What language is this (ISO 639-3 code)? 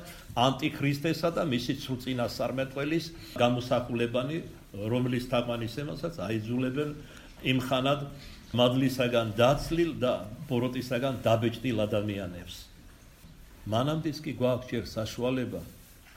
kat